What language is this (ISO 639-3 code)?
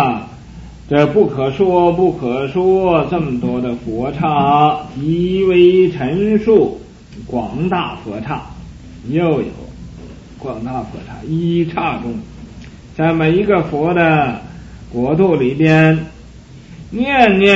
zho